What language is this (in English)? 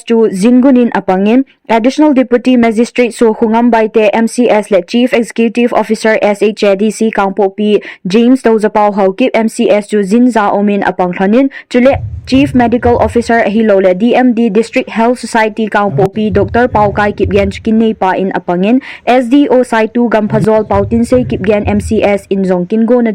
Thado Chin